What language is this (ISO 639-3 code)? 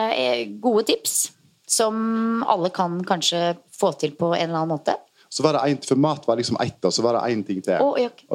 nor